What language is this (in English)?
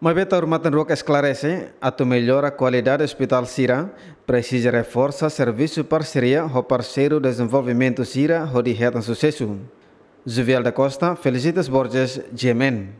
Tetum